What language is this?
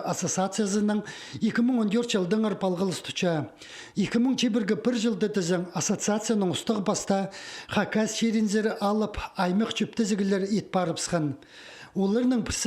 Khakas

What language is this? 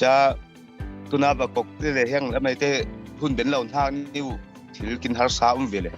Falam Chin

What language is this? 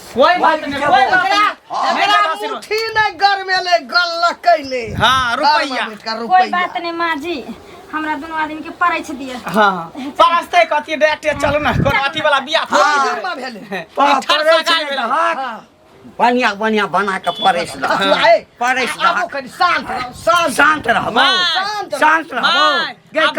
Maithili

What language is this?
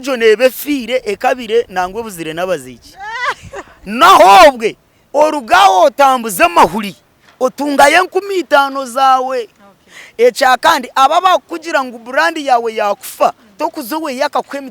Nyankole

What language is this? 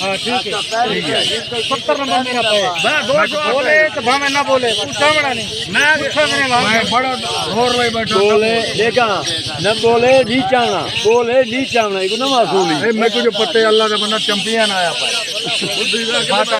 Saraiki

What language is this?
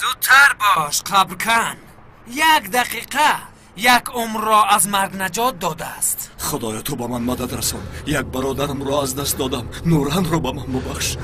Tajik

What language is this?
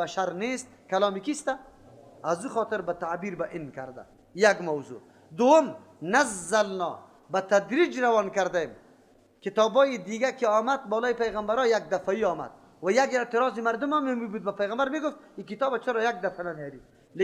Persian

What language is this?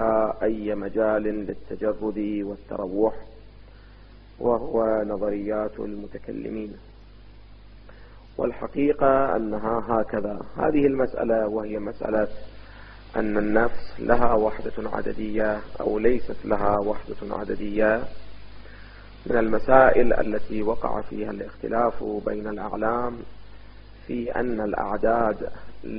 Arabic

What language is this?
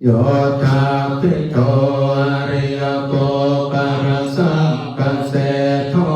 Pali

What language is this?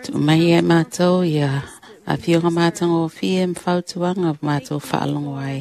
Samoan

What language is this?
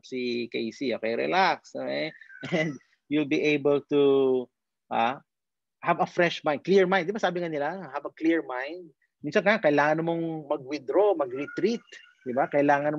Filipino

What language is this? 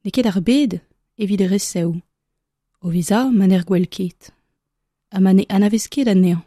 Breton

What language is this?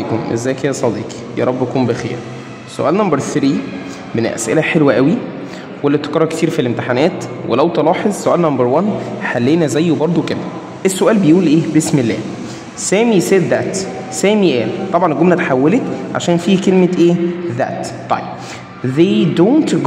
Egyptian Arabic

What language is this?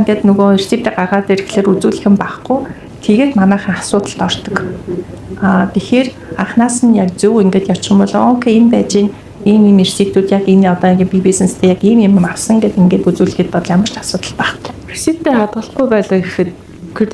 Mongolian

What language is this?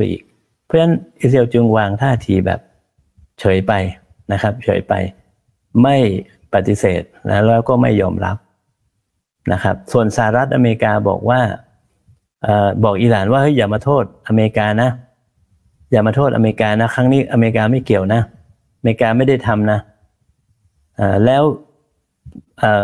Thai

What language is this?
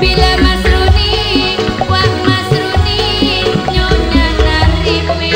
Madurese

